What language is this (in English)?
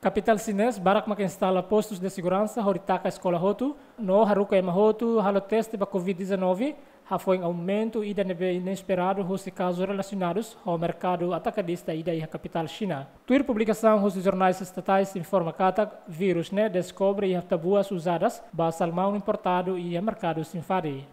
Tetum